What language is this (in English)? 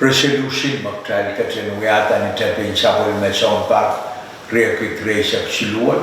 Pohnpeian